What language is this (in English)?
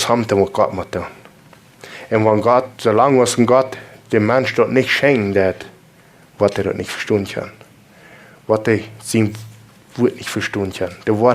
Plautdietsch